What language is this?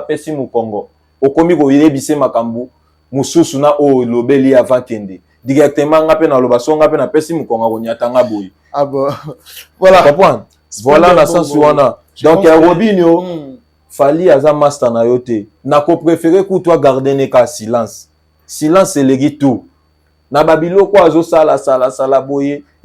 Lingala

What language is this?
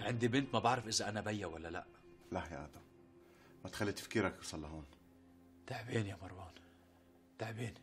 North Levantine Arabic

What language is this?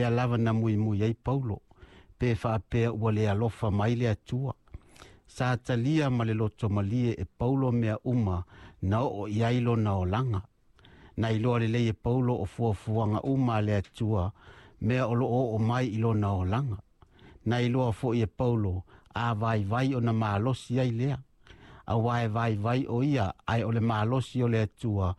Samoan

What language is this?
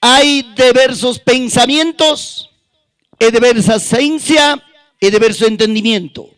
Ayacucho Quechua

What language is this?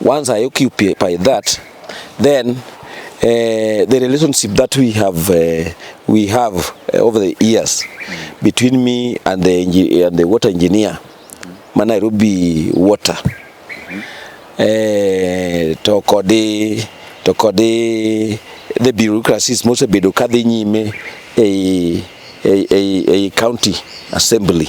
Luo (Kenya and Tanzania)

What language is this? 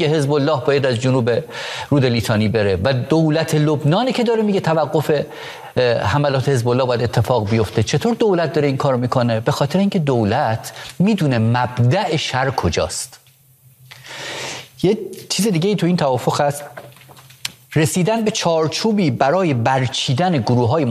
Persian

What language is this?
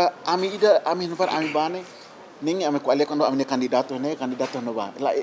Tetum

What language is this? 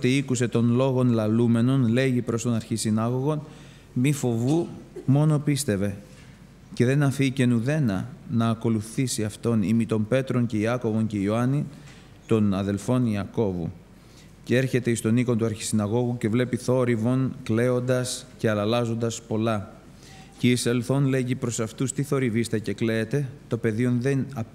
Greek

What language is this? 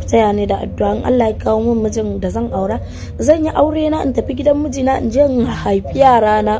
Hausa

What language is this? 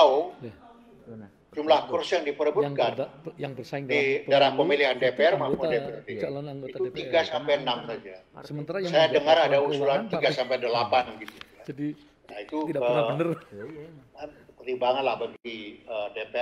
Indonesian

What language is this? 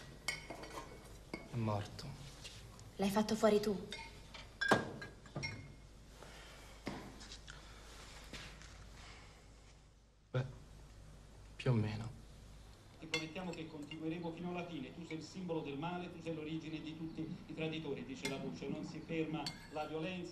Italian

